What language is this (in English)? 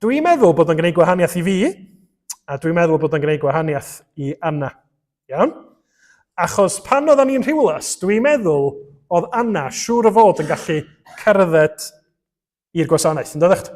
Welsh